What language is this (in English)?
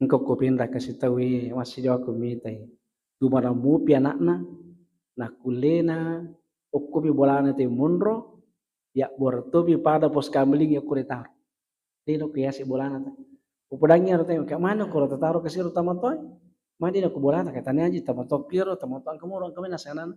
Buginese